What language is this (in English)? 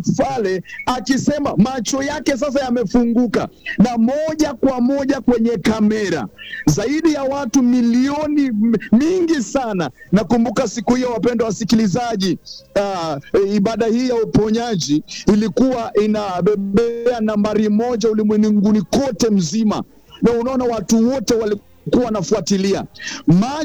Swahili